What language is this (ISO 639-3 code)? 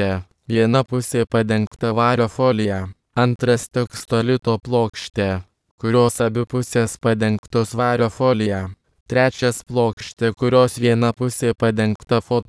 lit